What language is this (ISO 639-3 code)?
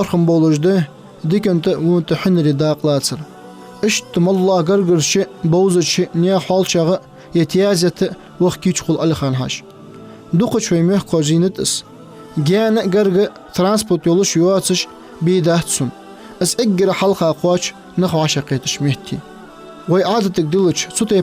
inh